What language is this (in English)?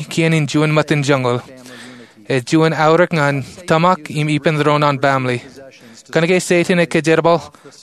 Marshallese